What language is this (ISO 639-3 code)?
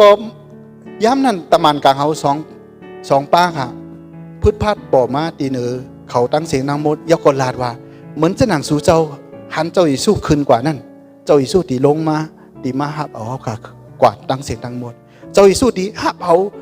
shn